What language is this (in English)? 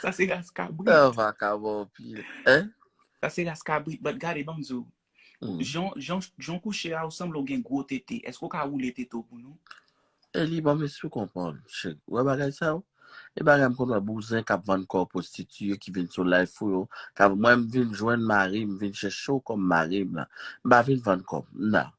Haitian Creole